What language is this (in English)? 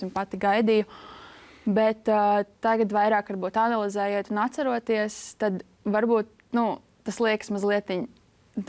Latvian